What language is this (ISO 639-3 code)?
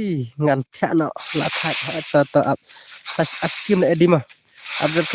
kha